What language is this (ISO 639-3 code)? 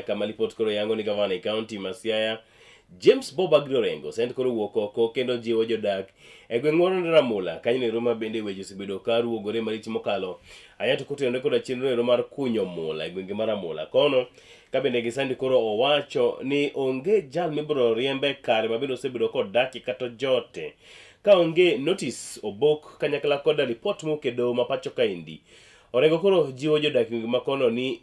luo